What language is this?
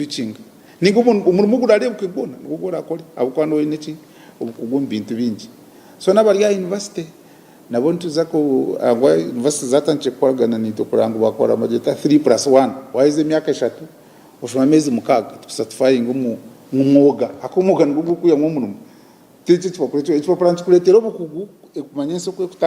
Nyankole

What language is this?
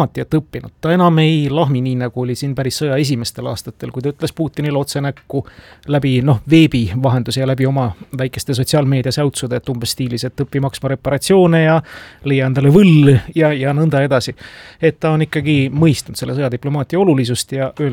Estonian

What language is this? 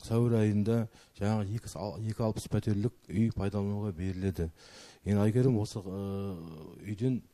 Kazakh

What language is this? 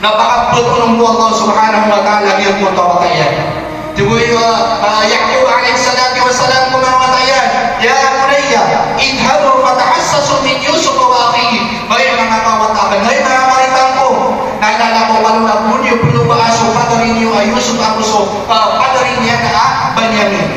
Maranao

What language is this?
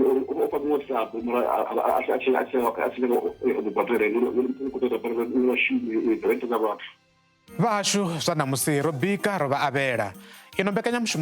Venda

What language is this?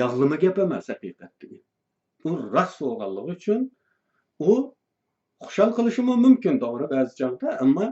Uyghur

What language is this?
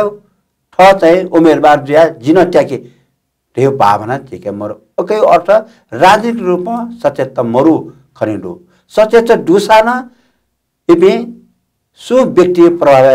Newari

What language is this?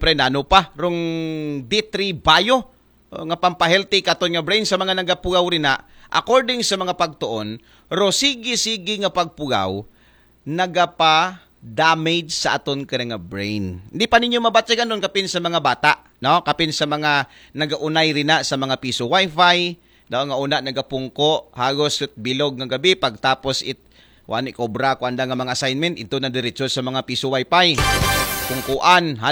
Aklanon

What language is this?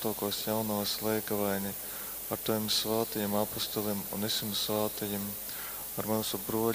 Latgalian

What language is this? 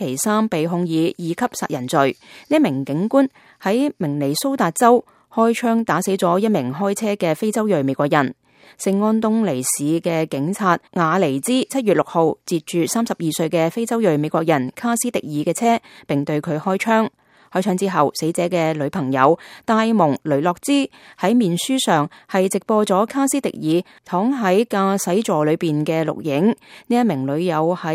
Cantonese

